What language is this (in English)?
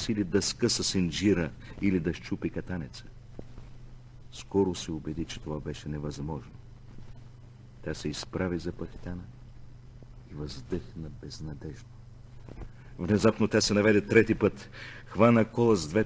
Bulgarian